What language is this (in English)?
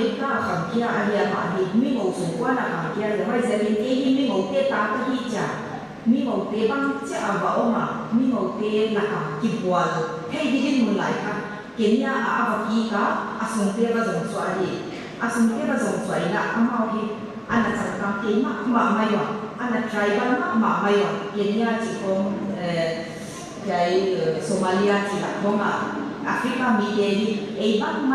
Paite Chin